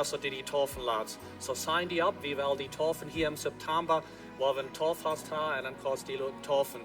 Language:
Plautdietsch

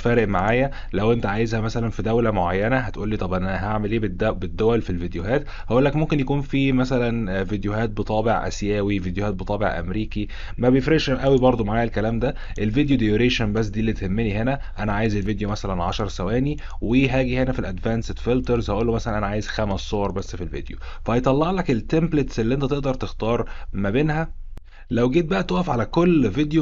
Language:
Egyptian Arabic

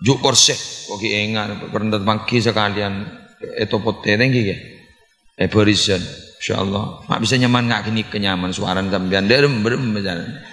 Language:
Madurese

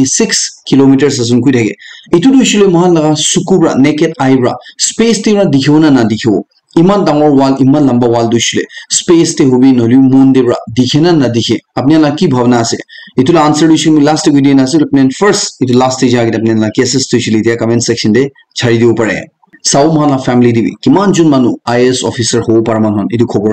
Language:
Naga Pidgin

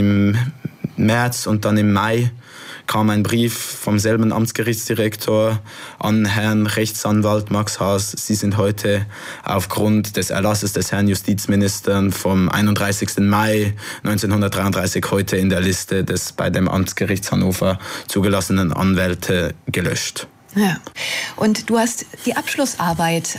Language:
German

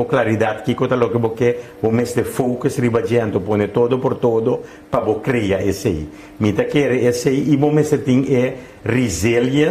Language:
Papiamento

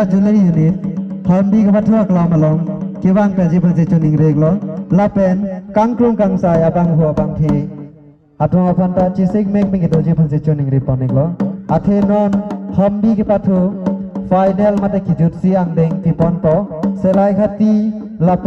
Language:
Karbi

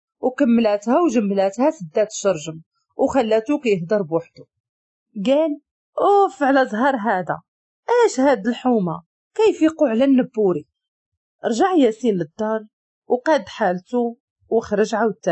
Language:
Moroccan Arabic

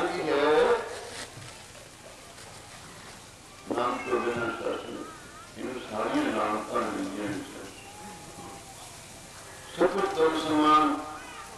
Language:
Punjabi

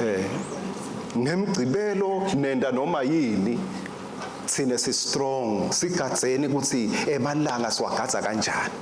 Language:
Swati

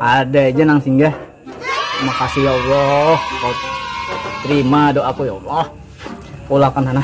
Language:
Banjar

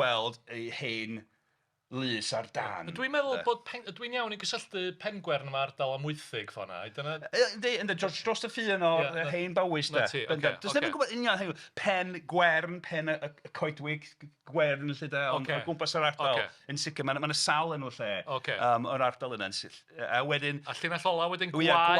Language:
Welsh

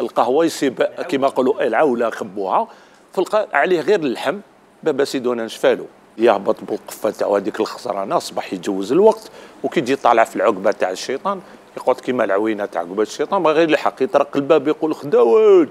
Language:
Algerian Arabic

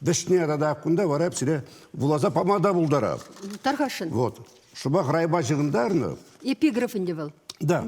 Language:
Chuvash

